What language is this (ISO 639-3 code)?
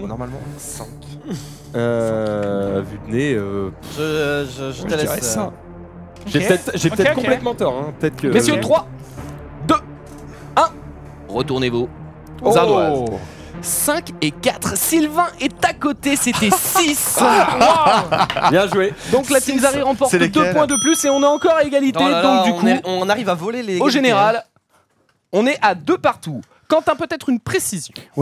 fra